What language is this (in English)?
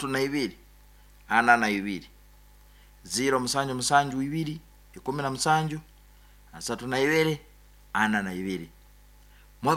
Nyoro